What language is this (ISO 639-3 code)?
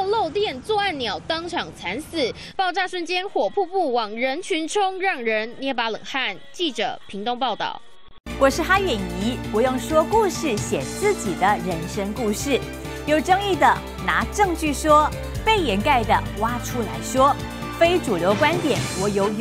zho